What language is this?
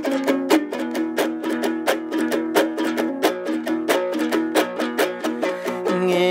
Kyrgyz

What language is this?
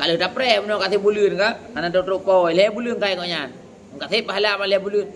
Achinese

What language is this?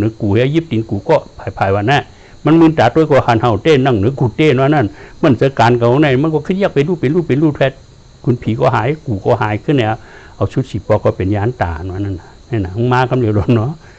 Shan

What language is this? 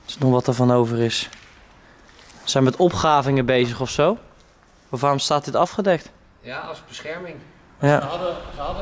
Dutch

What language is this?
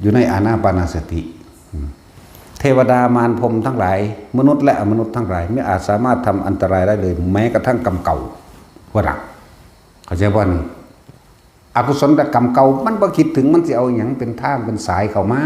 Northeastern Thai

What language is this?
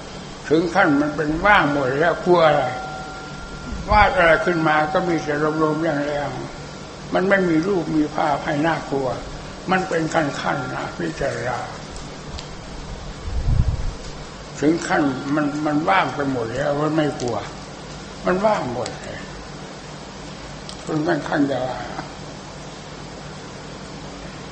Thai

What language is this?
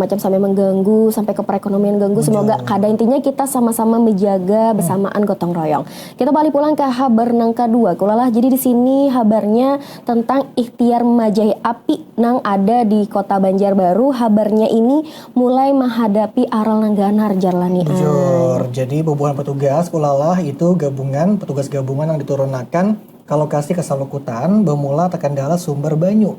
Banjar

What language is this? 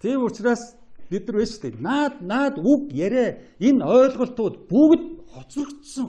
Mongolian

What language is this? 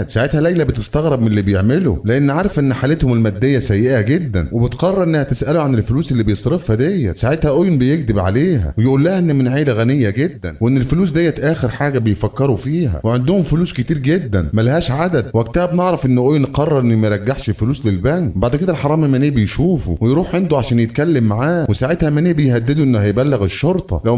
Egyptian Arabic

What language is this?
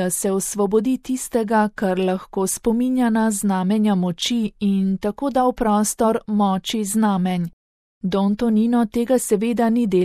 Slovenian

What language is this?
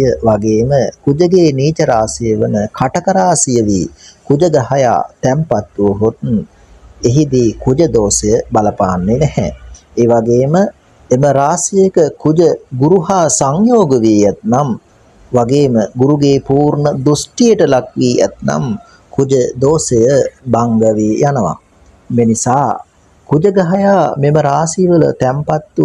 Sinhala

